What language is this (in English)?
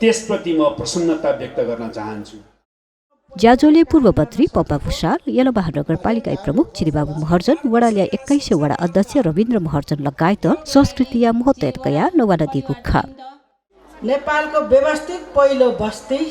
Newari